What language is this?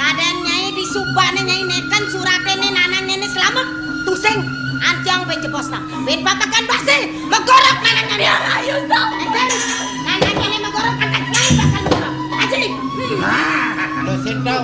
Balinese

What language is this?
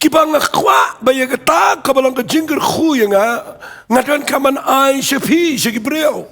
Khasi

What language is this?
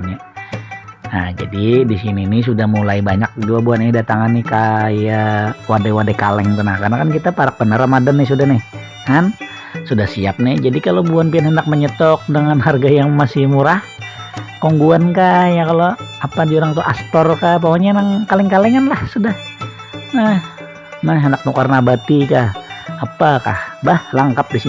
Banjar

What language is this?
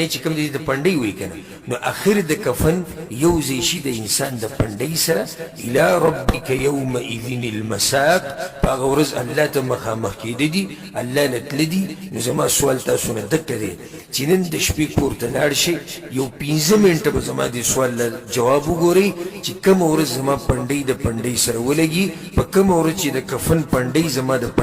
Pashto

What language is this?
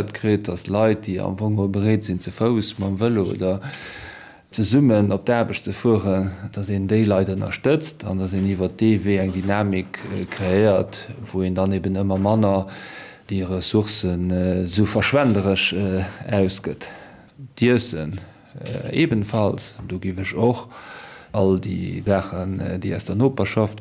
Luxembourgish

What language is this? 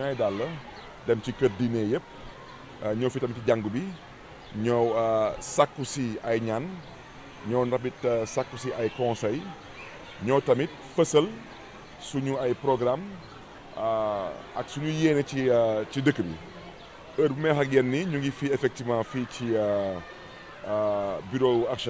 Wolof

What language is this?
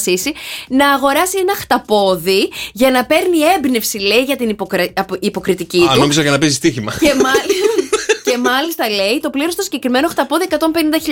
Greek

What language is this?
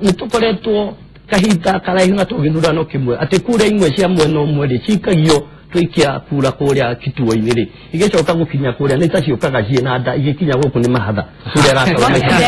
Kikuyu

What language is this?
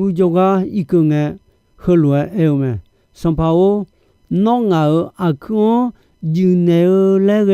Akha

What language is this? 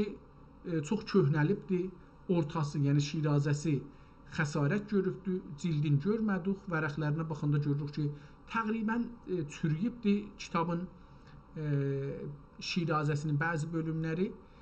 South Azerbaijani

